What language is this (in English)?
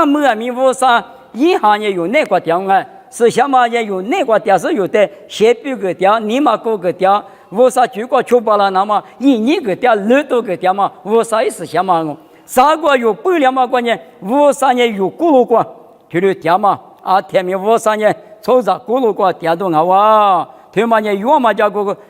Lisu